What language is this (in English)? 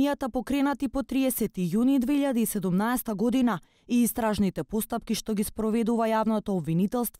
Macedonian